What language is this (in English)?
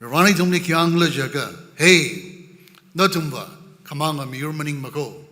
Tangkhul Naga (India)